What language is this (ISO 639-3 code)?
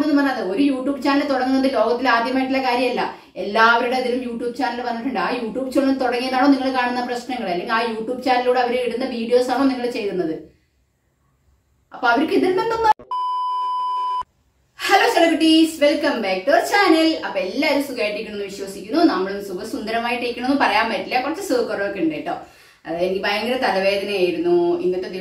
mal